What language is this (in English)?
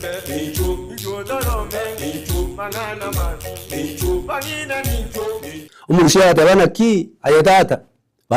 Gusii